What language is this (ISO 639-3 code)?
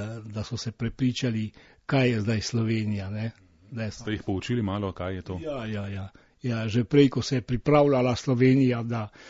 slv